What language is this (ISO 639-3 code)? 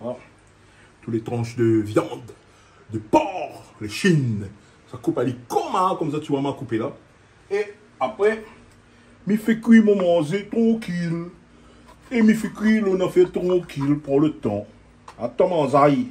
rcf